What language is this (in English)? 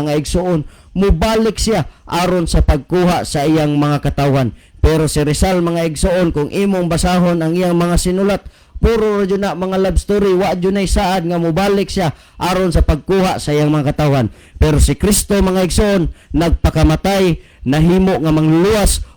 Cebuano